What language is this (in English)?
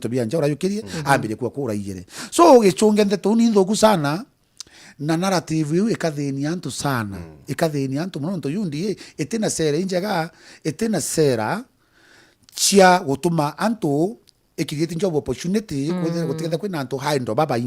Meru